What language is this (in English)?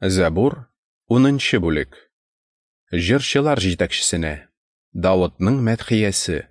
Tatar